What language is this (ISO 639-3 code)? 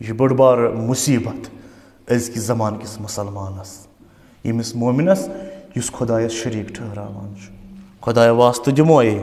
kas